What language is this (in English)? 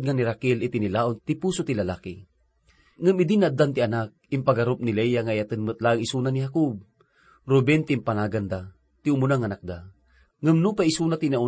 Iloko